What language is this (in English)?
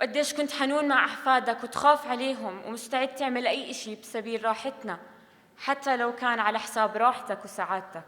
North Levantine Arabic